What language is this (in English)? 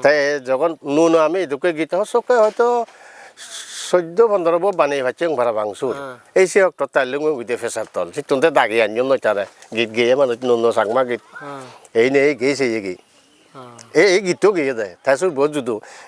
Chakma